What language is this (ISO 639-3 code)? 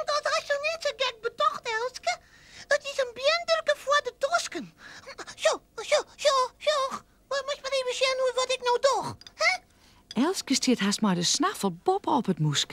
fry